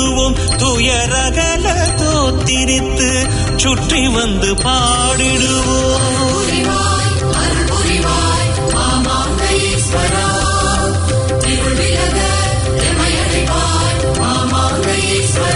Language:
Tamil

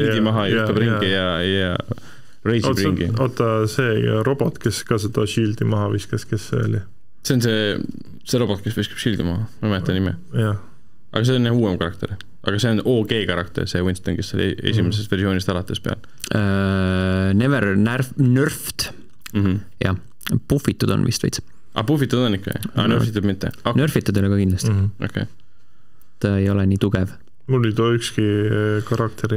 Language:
Estonian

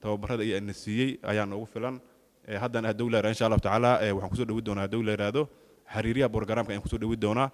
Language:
Somali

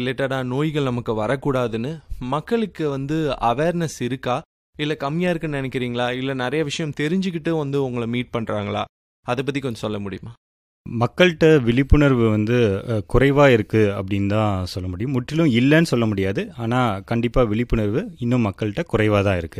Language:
Tamil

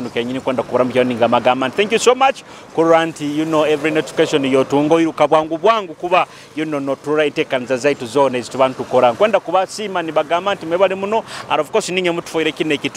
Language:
Nyoro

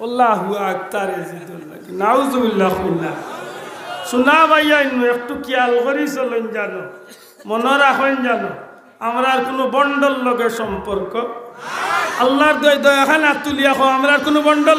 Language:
Sylheti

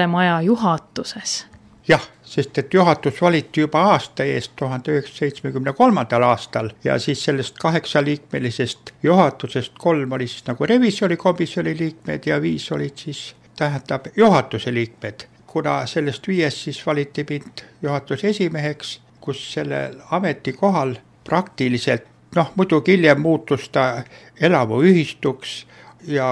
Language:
Estonian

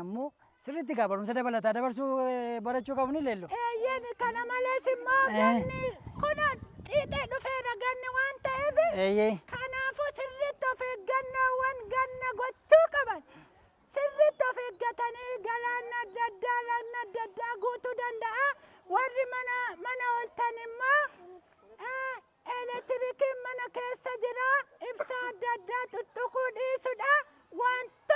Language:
Oromo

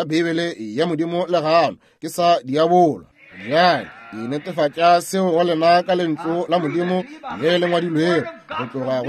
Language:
Northern Sotho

